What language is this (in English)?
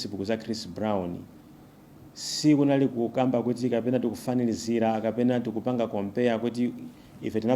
Nyanja